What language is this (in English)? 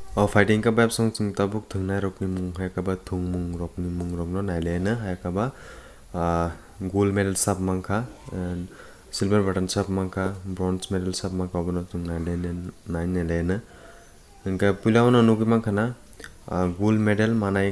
Kok Borok